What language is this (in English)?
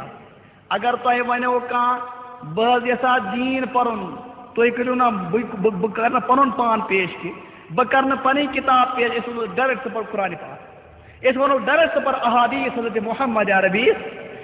Kashmiri